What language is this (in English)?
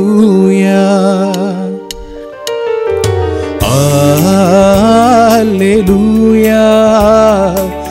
Tamil